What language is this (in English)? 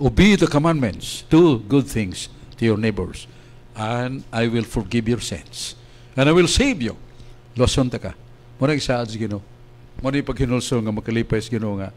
Cebuano